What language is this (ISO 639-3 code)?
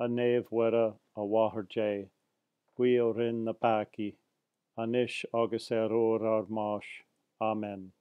gle